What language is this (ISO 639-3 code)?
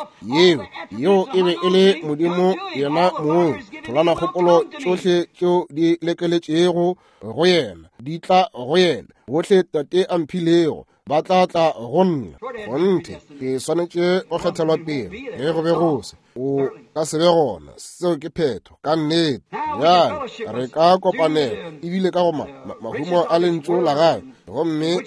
nso